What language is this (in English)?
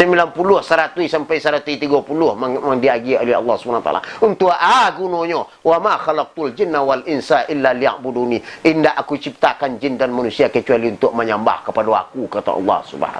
Minangkabau